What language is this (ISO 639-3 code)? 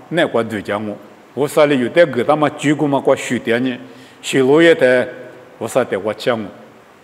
lis